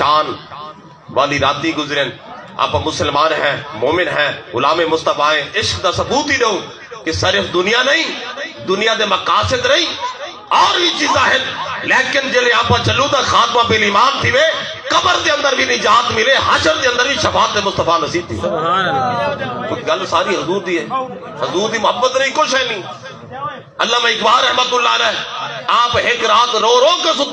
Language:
Saraiki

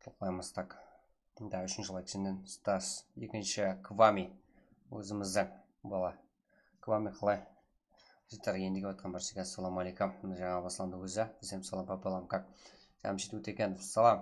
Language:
Kara-Kalpak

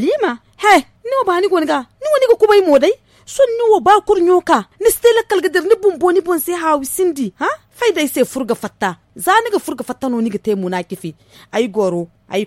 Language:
Zarma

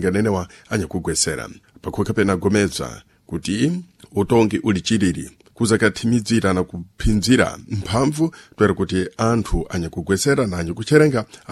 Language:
Sena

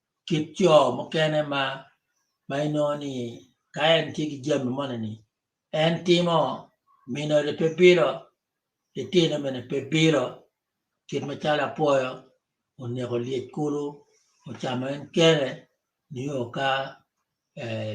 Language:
Acoli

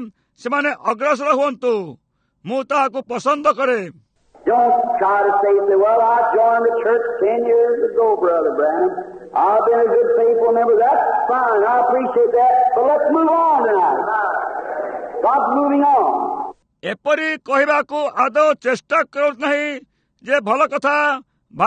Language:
Odia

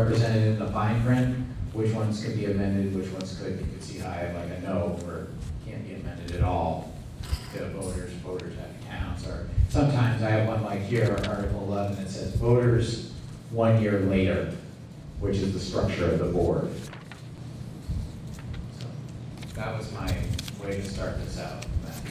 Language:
English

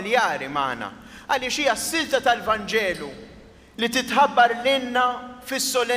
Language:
Maltese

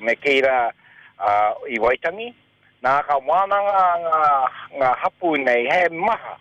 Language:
Māori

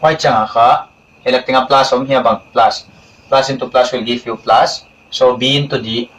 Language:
Paite Chin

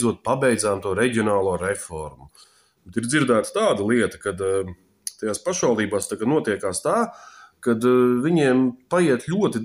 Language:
Latvian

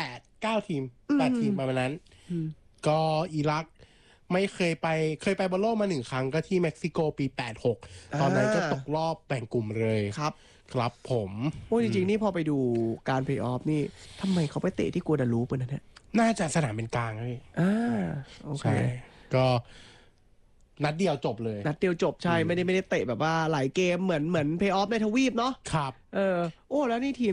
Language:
Thai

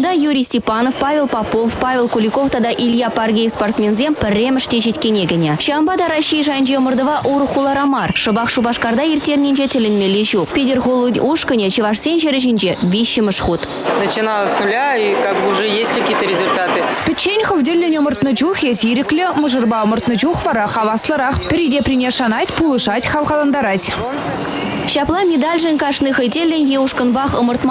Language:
Chuvash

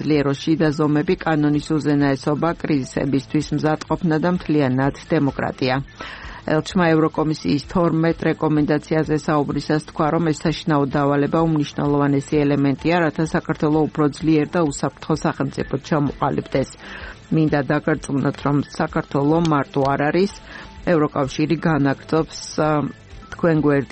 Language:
Georgian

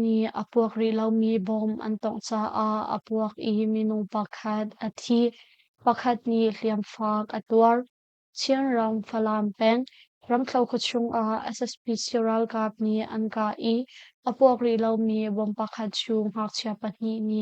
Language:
Hakha Chin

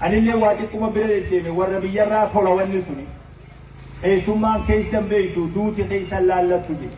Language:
Oromo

